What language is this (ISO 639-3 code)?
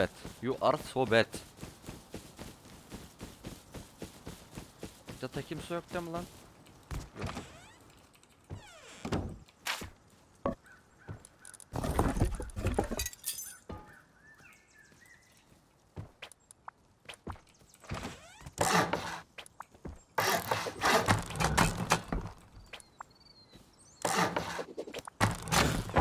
tur